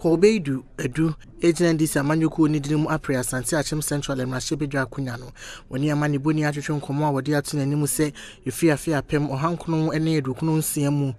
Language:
Akan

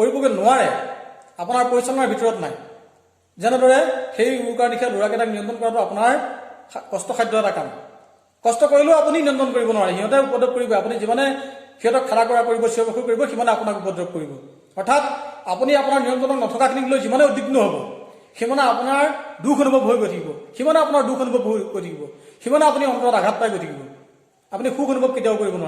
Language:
Assamese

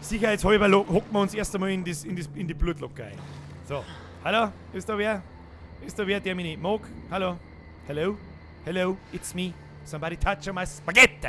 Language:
Bavarian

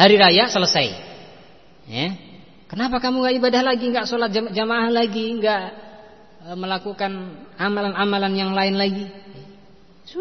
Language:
Indonesian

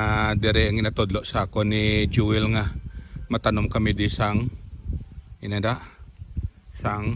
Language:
Hiligaynon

